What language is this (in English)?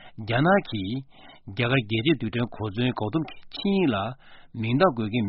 Korean